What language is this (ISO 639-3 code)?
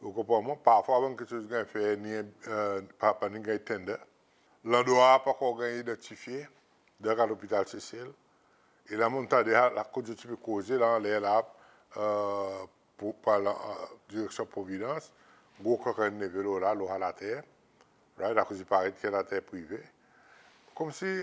crs